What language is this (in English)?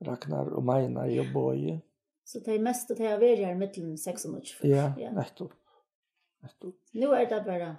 Faroese